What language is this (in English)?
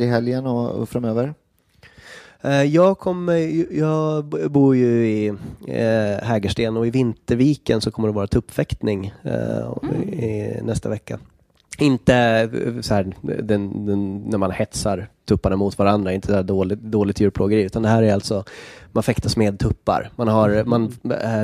Swedish